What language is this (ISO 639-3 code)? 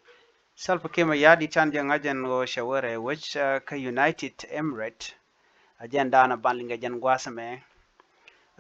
nus